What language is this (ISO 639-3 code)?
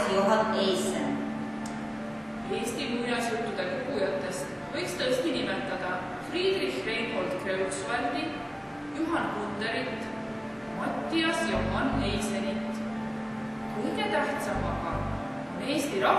est